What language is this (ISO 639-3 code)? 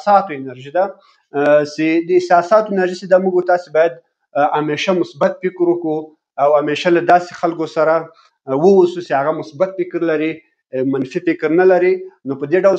pus